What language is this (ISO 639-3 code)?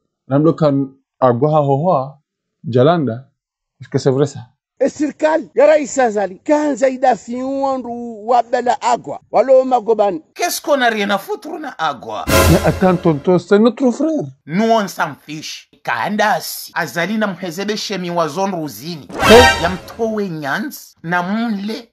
zdj